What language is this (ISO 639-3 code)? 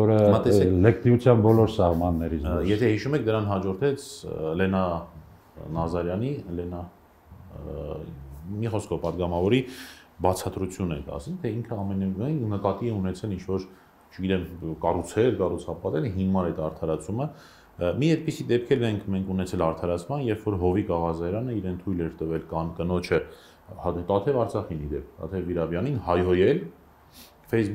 hye